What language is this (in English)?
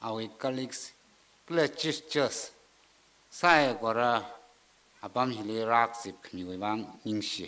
Tangkhul Naga (India)